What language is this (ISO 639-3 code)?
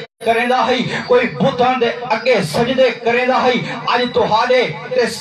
skr